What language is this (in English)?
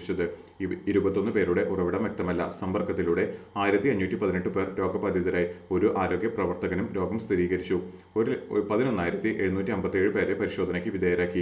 Malayalam